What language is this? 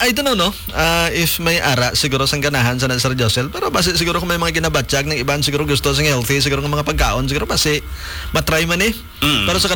Hiligaynon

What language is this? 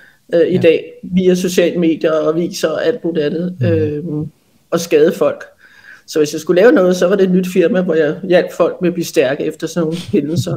Danish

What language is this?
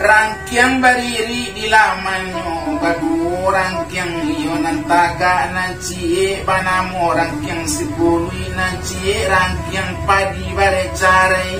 Minangkabau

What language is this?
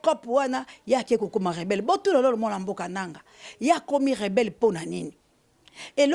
Lingala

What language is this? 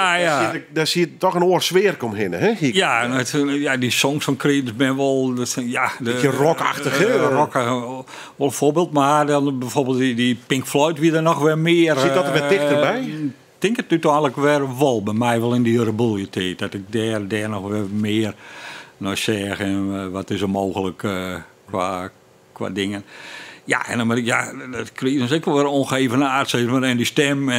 Western Frisian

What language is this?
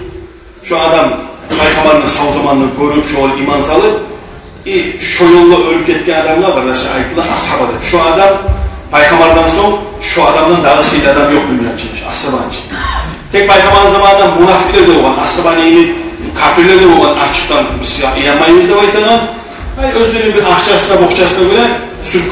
Kumyk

